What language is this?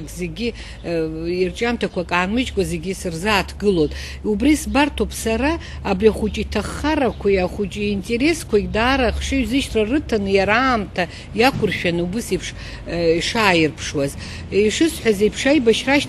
Abkhazian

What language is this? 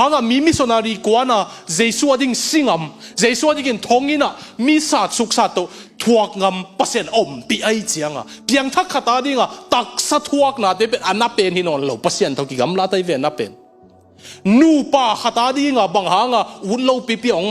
Tedim Chin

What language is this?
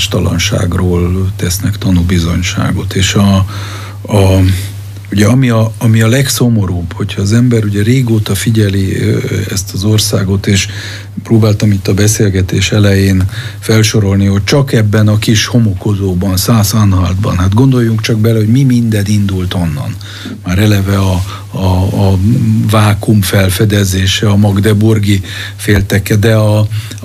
Hungarian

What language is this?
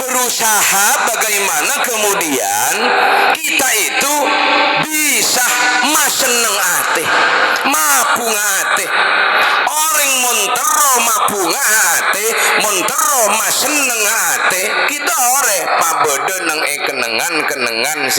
Madurese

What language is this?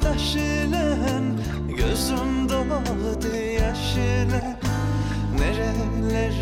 Turkish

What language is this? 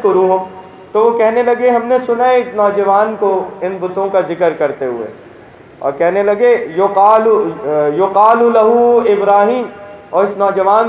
Urdu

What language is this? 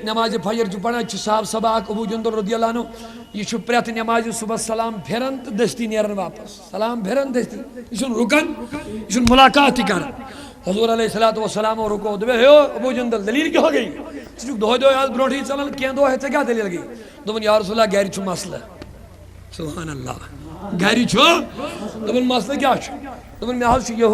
Kashmiri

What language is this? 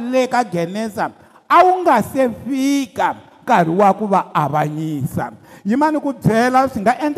Tsonga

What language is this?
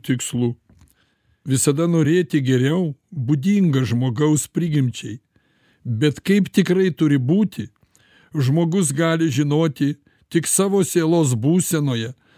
Lithuanian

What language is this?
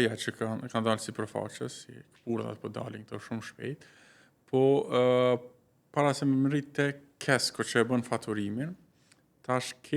Albanian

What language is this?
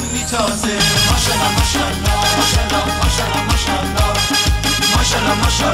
Persian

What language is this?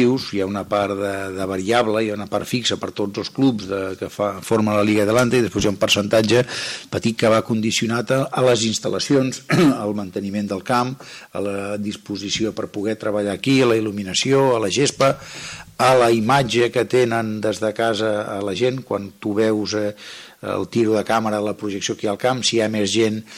Catalan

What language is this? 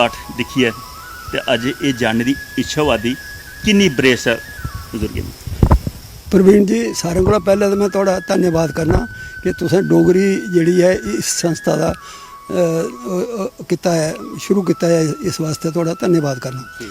Dogri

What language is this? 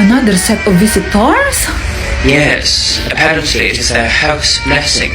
Hiligaynon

